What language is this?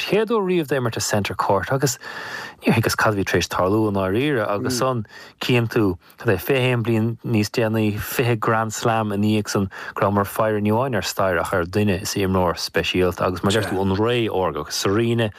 Irish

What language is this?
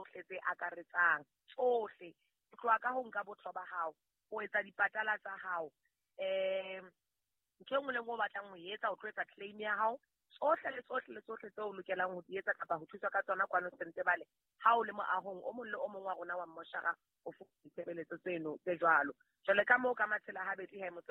Southern Sotho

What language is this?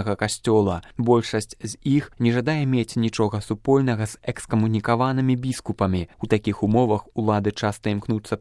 Belarusian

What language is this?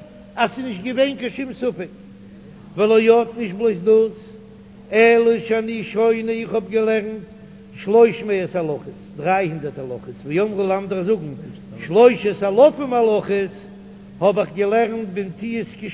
Yiddish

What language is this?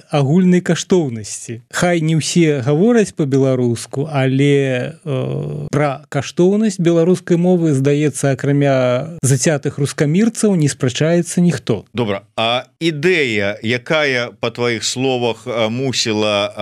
Belarusian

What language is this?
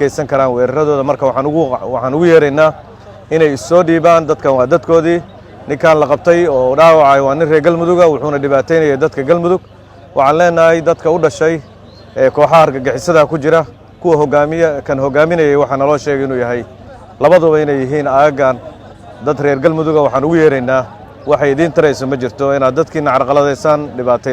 Somali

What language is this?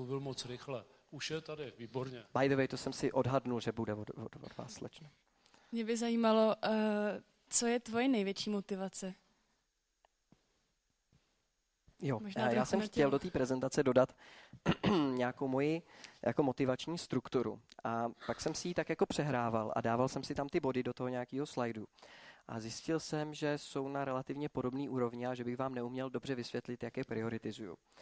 Czech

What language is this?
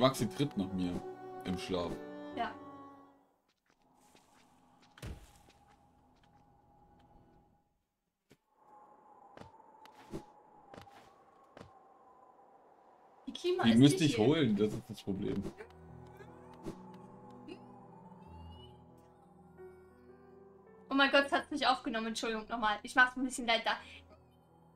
German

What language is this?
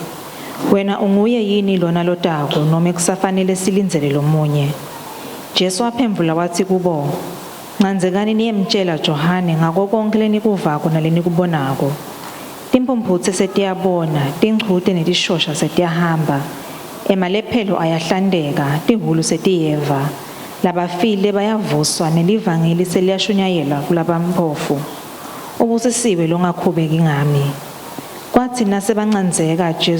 Swati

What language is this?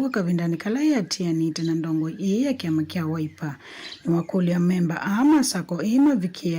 Kamba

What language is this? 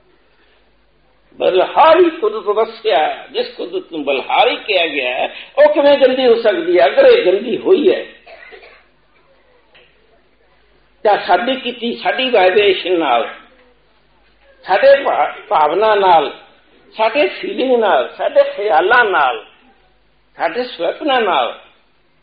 Punjabi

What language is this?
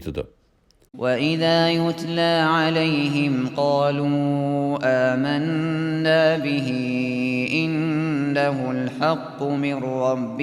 Uyghur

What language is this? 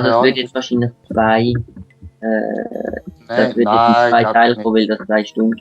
Swiss German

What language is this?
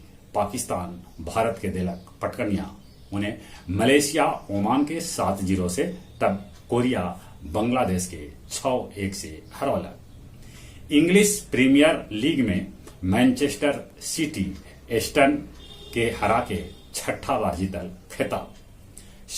Magahi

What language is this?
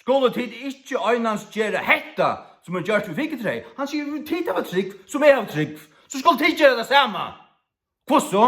Faroese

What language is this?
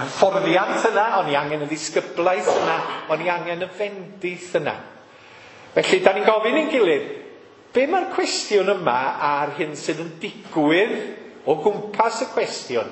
Welsh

